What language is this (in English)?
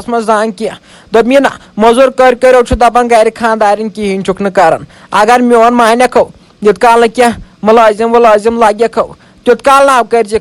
Kashmiri